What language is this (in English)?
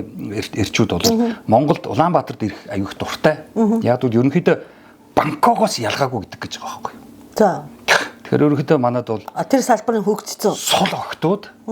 Mongolian